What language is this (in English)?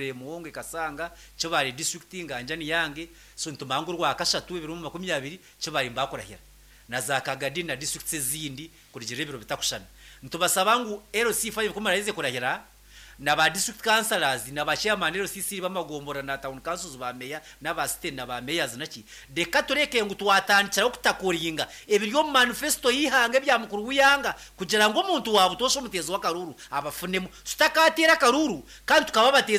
Nyankole